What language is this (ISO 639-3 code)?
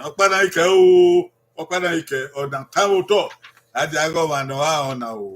bin